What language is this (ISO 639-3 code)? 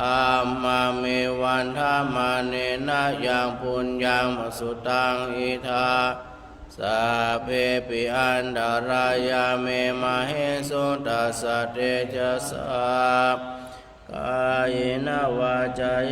pli